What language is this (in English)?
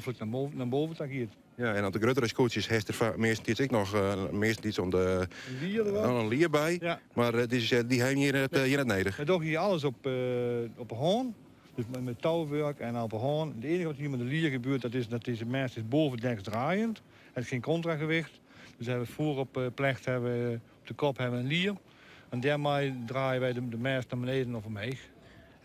Western Frisian